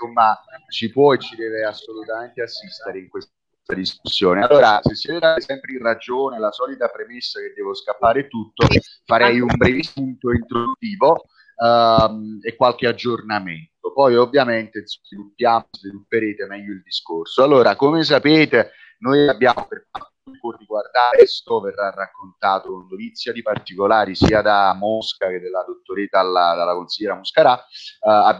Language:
Italian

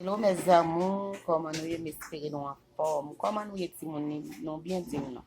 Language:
Haitian Creole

